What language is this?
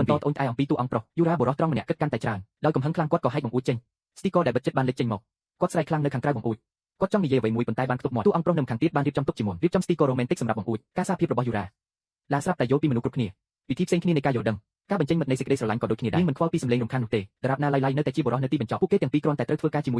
Khmer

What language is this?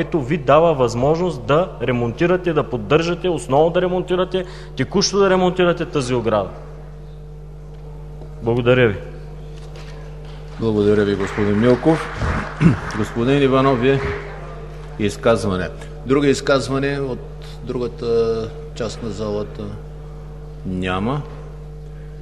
Bulgarian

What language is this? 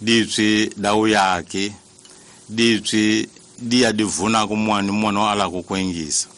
Tsonga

